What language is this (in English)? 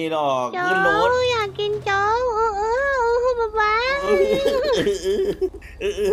Thai